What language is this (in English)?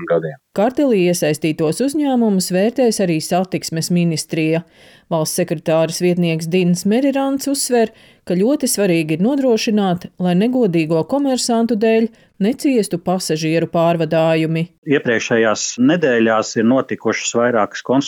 Latvian